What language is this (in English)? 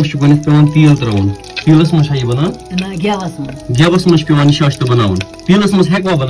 Kashmiri